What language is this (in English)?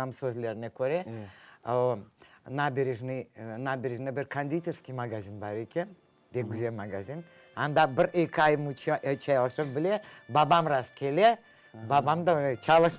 Crimean Tatar